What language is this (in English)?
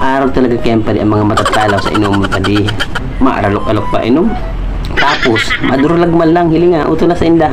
Bikol